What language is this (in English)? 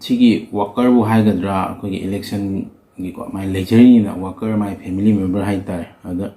Manipuri